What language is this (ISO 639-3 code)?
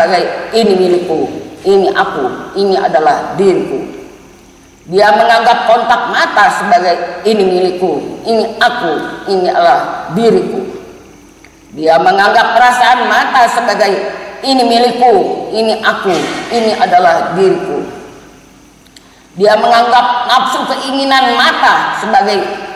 ind